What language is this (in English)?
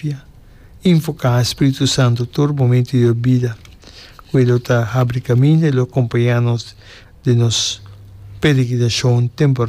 Papiamento